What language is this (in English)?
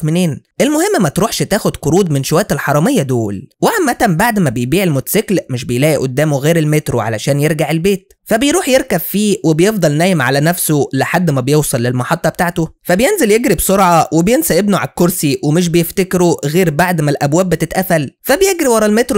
Egyptian Arabic